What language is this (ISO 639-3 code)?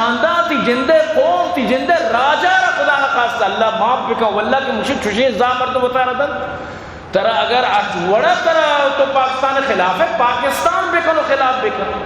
bgp